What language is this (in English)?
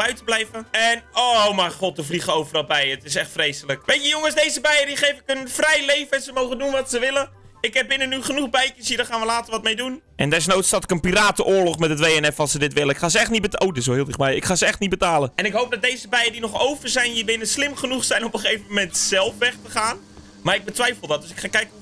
Dutch